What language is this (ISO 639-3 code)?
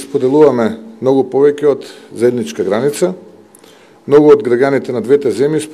mkd